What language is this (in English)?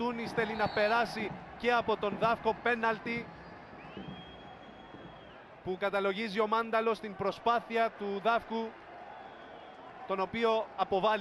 Greek